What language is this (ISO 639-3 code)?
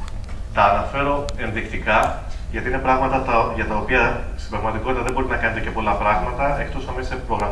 ell